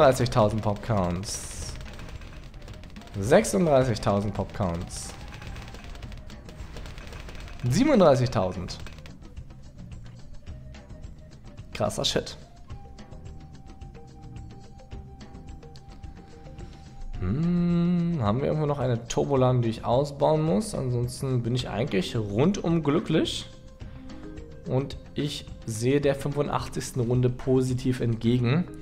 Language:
German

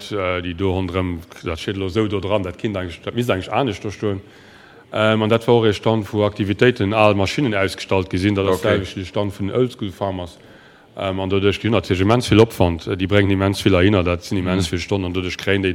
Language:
Luxembourgish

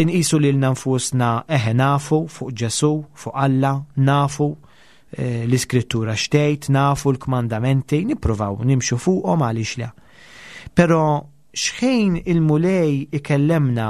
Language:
Maltese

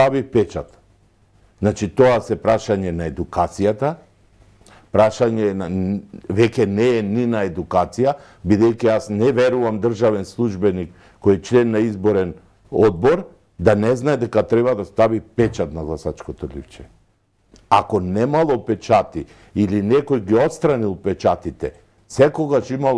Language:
Macedonian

